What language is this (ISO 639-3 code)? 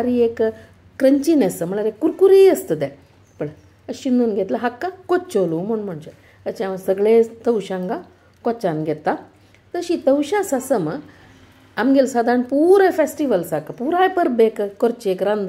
kok